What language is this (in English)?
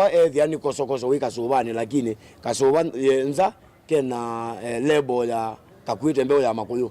Kamba